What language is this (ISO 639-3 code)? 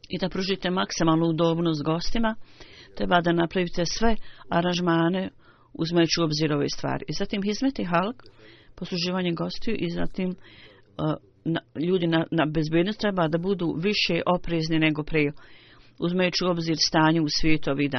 bos